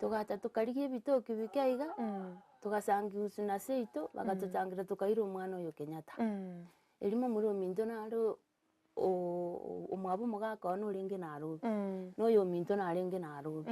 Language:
Gusii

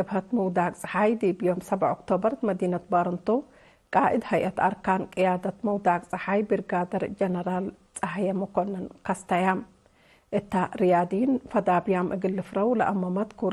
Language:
Tigre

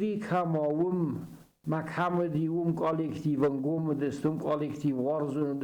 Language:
Ossetic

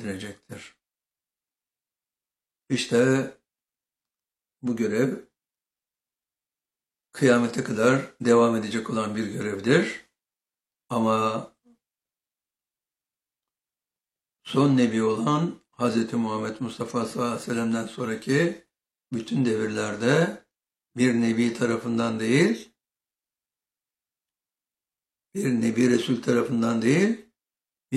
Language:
Turkish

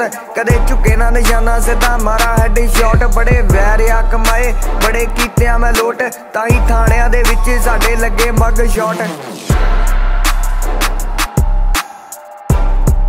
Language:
Punjabi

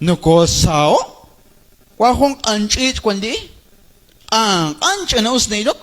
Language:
Kekchí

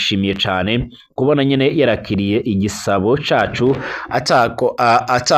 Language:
Rundi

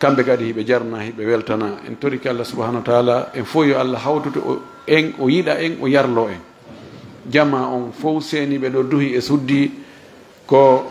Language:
Fula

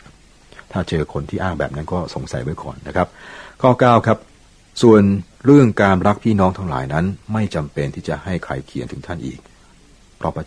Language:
Thai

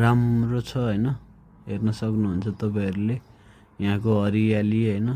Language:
Nepali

